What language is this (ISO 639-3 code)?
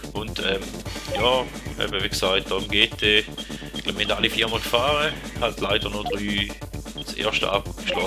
gsw